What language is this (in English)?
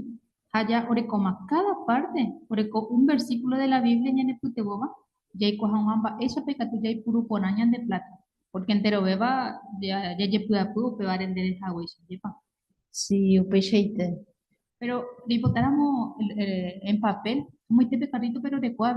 Guarani